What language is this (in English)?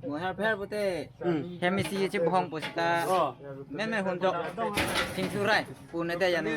Karbi